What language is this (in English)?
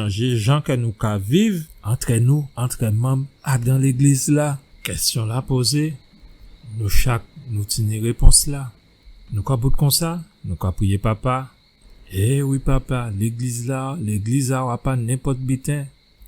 Guadeloupean Creole French